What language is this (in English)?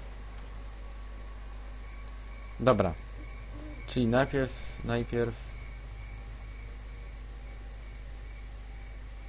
Polish